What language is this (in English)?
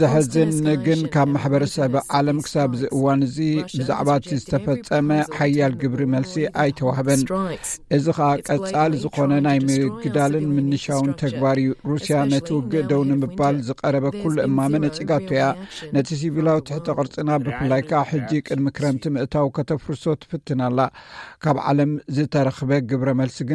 Tigrinya